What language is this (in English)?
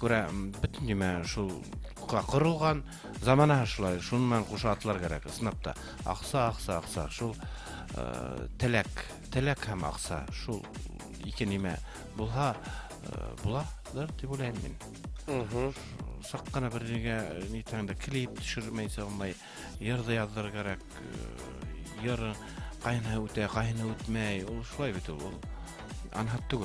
Bashkir